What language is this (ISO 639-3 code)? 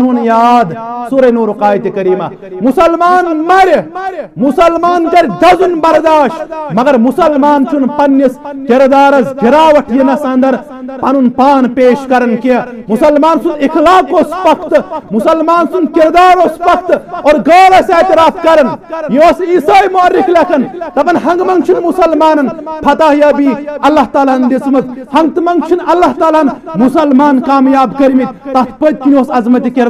kas